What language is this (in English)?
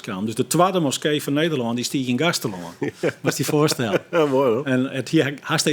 Western Frisian